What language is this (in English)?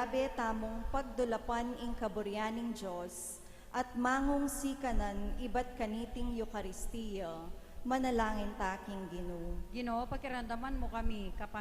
Pampanga